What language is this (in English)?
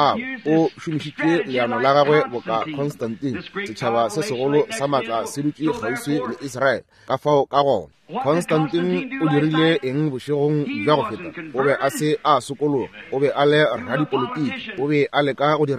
Northern Sotho